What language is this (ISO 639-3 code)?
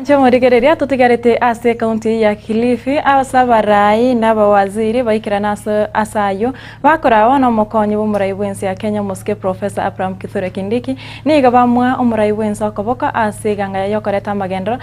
guz